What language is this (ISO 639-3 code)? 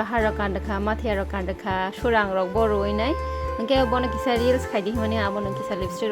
trp